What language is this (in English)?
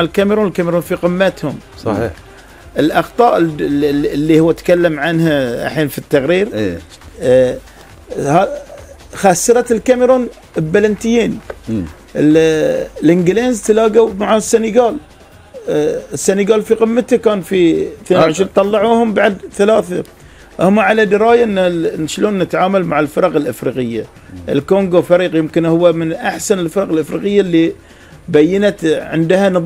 Gulf Arabic